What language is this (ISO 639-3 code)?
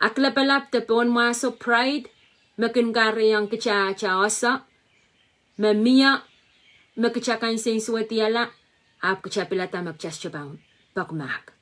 pon